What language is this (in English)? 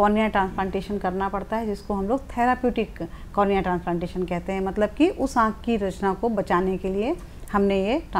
Hindi